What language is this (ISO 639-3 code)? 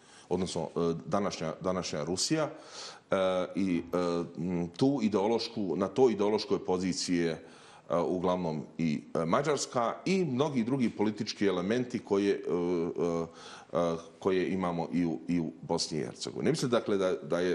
bos